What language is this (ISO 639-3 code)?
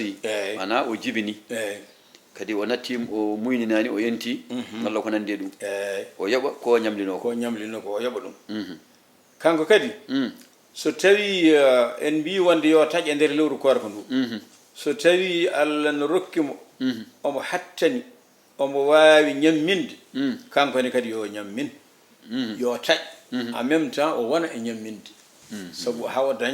ful